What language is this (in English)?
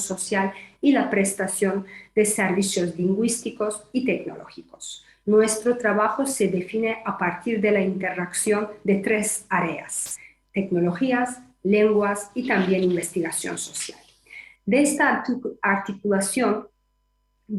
Ladino